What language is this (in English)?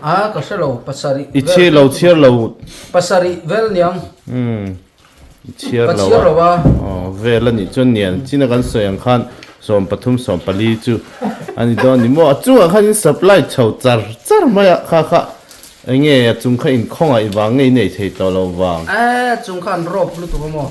Mizo